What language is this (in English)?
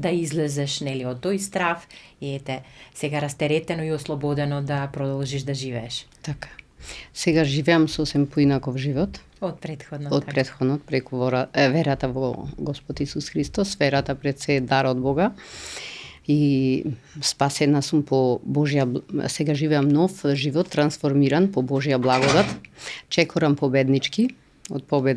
Macedonian